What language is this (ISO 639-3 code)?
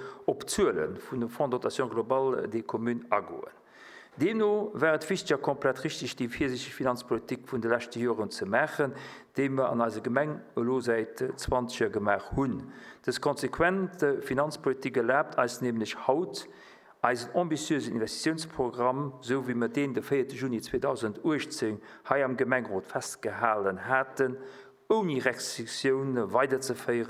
ltz